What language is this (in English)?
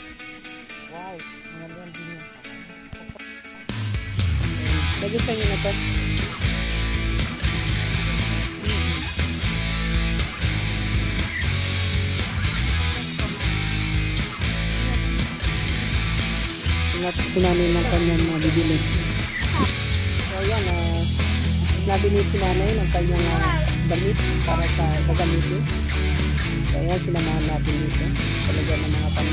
Filipino